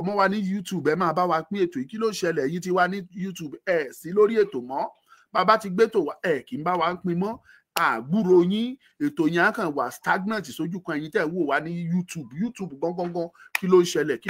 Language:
Yoruba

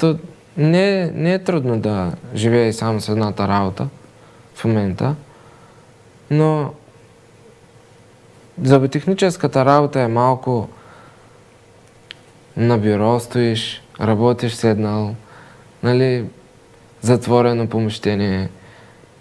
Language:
Bulgarian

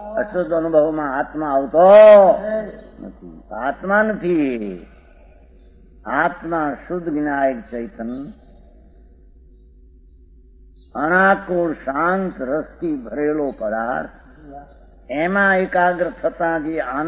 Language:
Gujarati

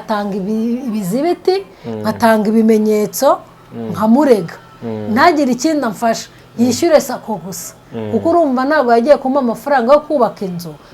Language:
Kinyarwanda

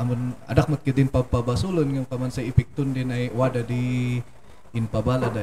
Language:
Kankanaey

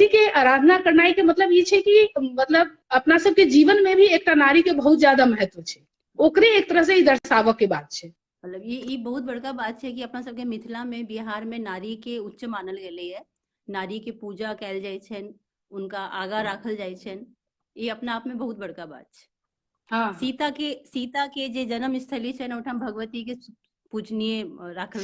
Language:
Maithili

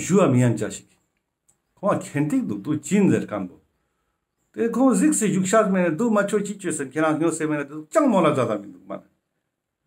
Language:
Ladakhi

